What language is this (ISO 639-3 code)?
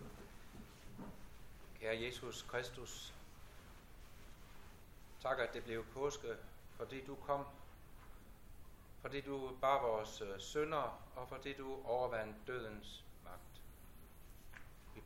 dan